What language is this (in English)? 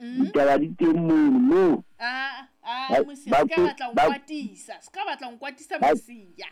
Southern Sotho